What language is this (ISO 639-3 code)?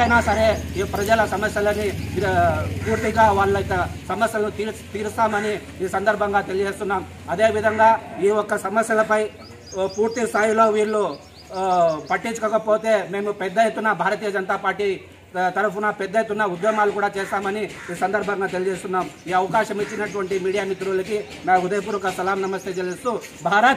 tel